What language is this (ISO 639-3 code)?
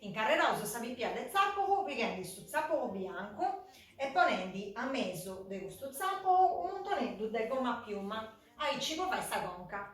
srd